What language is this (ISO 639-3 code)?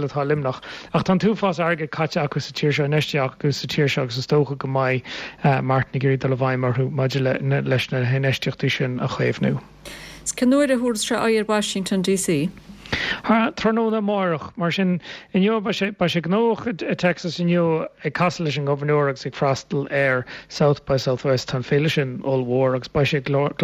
gle